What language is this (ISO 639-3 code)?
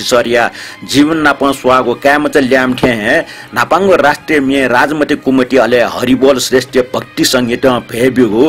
new